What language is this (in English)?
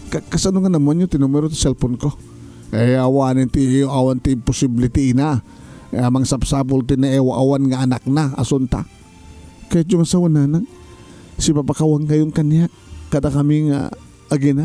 Iloko